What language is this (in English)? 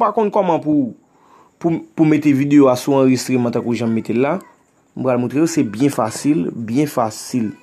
Haitian Creole